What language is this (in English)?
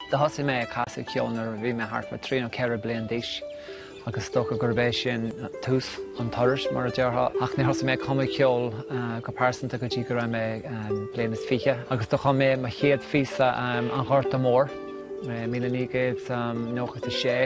Irish